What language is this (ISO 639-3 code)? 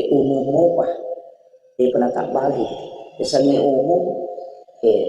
bug